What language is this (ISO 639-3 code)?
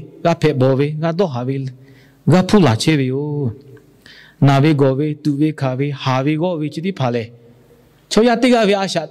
lhu